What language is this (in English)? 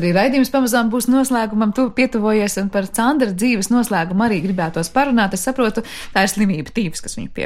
Latvian